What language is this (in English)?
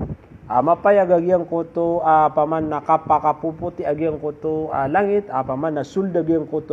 Maranao